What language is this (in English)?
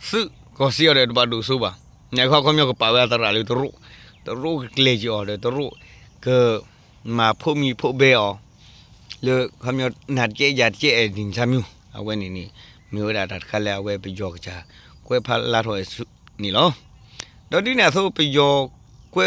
S'gaw Karen